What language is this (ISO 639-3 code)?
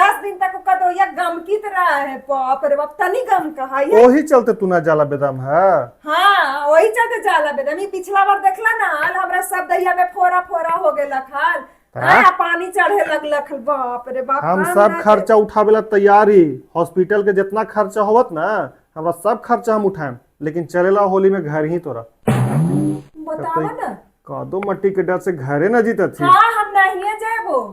mag